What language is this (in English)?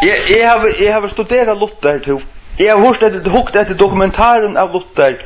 Faroese